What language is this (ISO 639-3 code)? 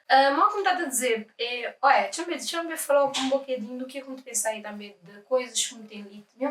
kea